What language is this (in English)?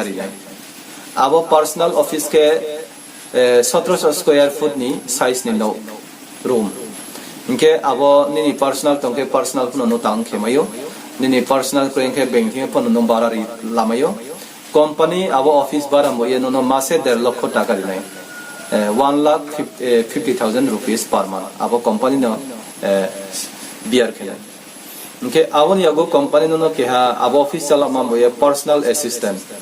Riang (India)